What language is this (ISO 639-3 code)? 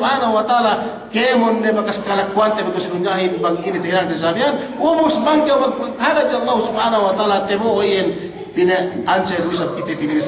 yka